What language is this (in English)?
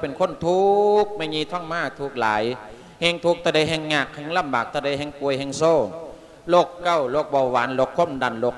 Lao